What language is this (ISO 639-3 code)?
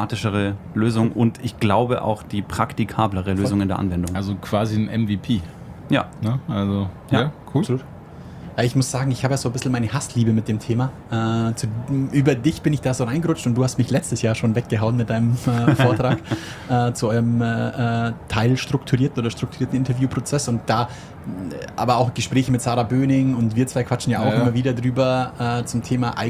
deu